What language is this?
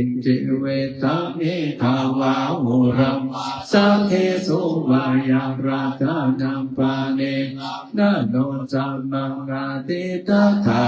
Pali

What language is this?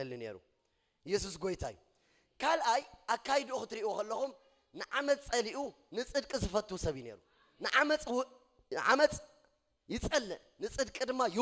Tigrinya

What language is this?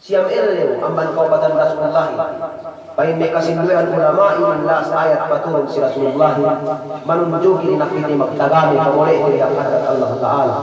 Yakan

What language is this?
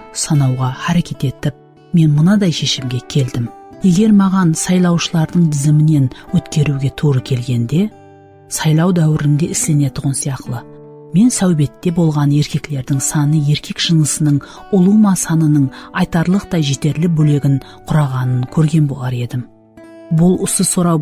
Kara-Kalpak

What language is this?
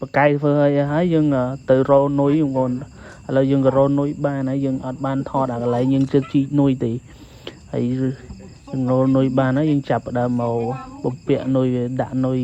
Khmer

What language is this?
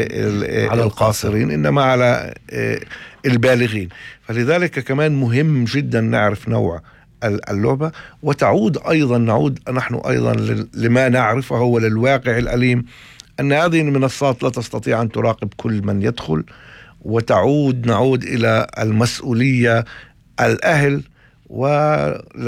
North Levantine Arabic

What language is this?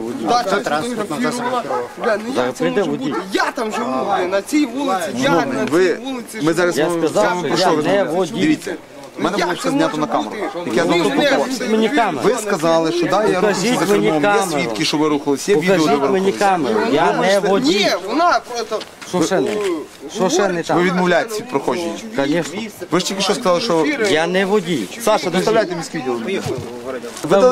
Ukrainian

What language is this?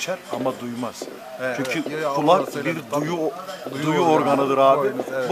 Turkish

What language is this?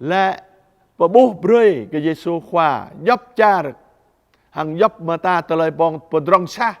Jarai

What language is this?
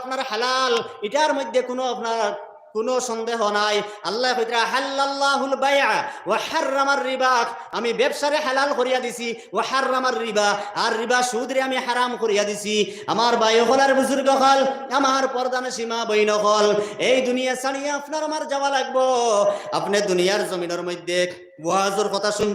Sylheti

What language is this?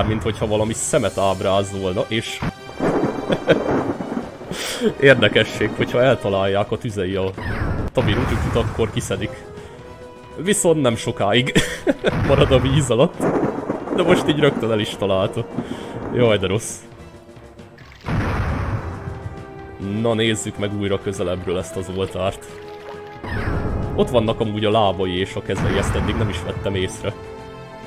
Hungarian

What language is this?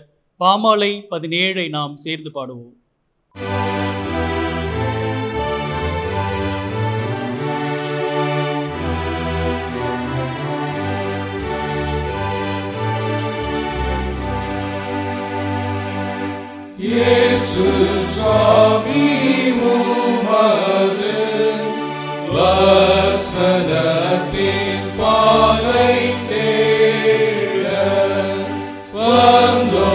Tamil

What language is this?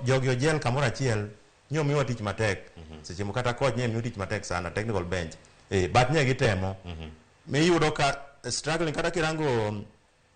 Luo (Kenya and Tanzania)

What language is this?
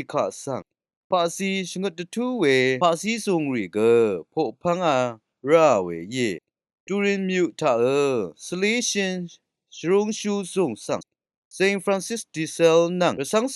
Rawang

